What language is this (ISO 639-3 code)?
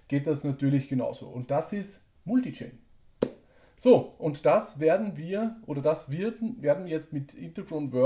deu